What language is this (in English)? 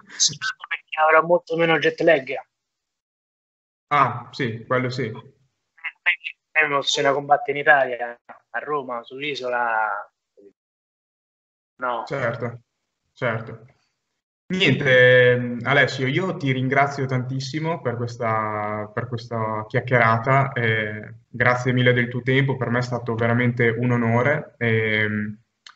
Italian